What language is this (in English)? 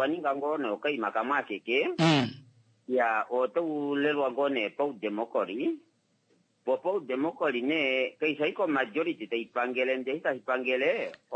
Kuanyama